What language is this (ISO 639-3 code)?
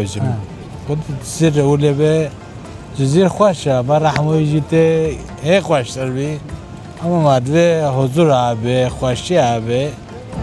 kur